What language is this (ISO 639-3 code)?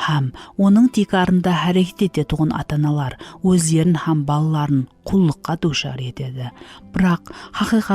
kaa